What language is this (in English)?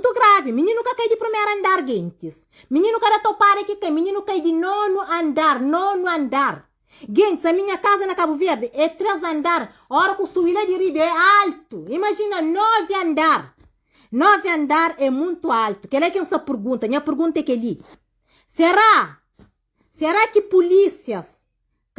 Kabuverdianu